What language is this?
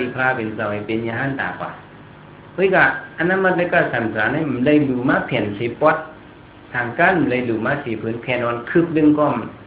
Shan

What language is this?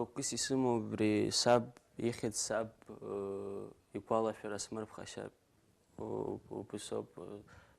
Abkhazian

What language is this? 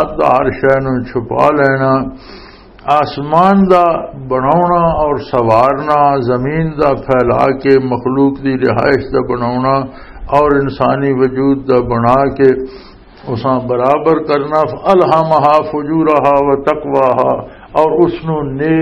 Western Panjabi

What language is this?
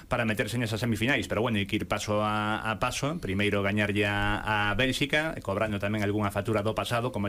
Galician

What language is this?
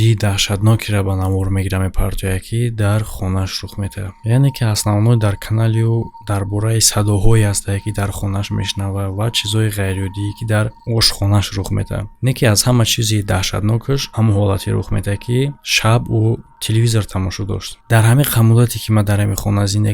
Tajik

